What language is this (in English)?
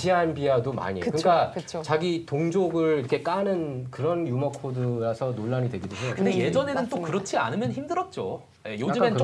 Korean